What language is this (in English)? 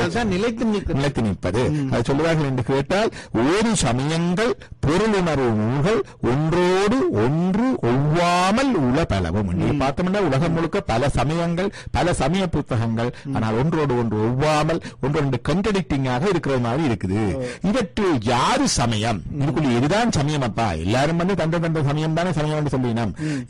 Tamil